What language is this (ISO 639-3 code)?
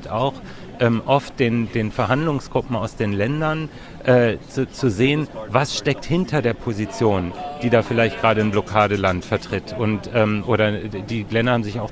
deu